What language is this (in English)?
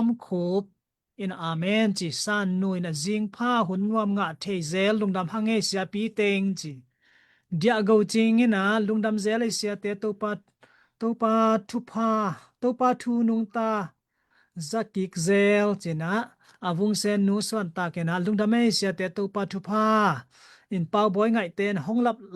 Tedim Chin